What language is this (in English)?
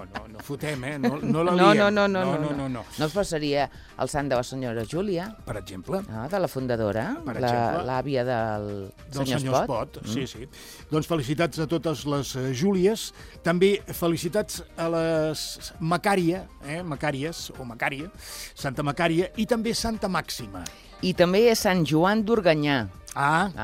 Catalan